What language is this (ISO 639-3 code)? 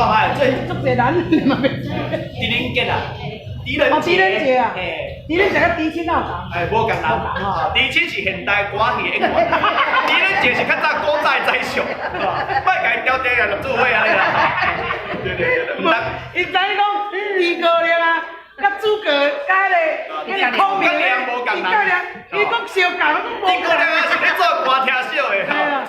nan